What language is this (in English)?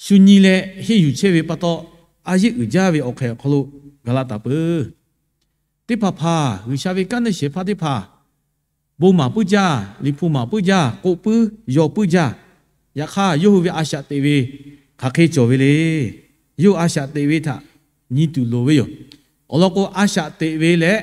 Lahu